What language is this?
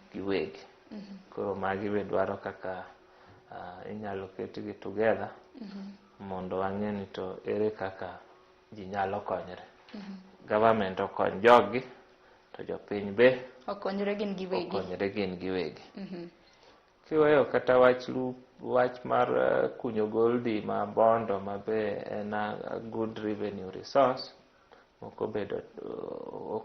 Luo (Kenya and Tanzania)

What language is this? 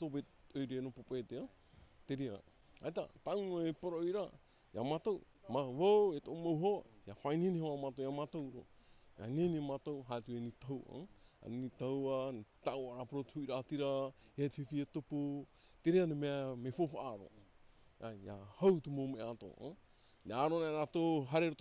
Tahitian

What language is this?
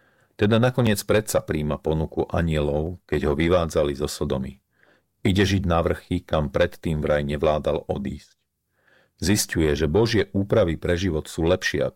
Slovak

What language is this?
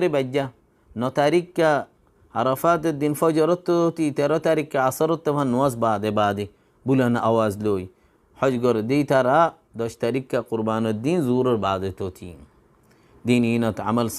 Rohingya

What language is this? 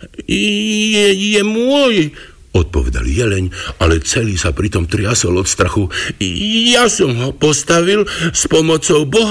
Slovak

